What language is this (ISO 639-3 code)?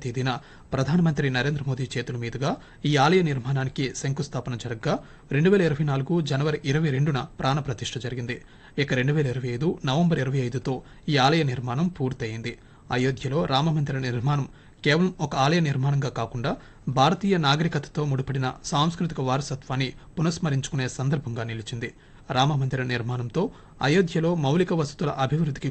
tel